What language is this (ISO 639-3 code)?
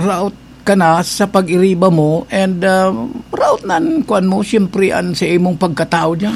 bik